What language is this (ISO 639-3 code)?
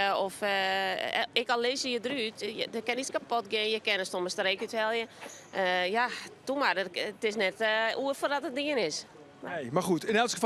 fry